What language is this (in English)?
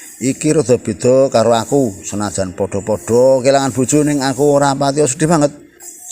Javanese